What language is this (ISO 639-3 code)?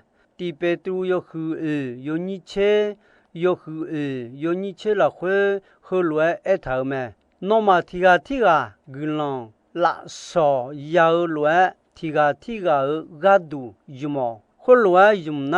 ahk